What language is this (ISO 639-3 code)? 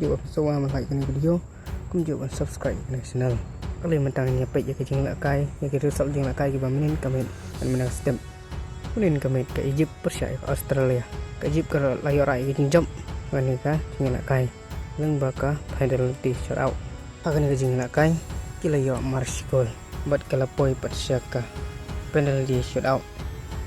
kha